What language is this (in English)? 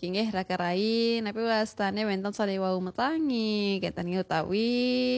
Balinese